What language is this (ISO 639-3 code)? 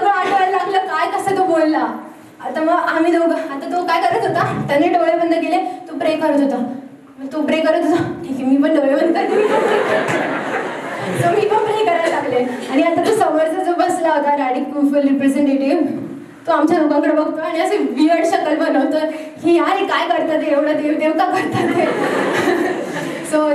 mar